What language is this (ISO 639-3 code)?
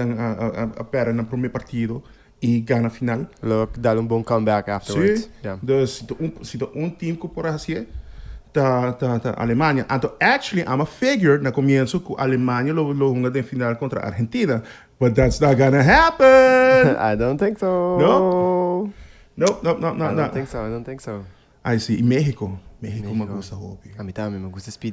pap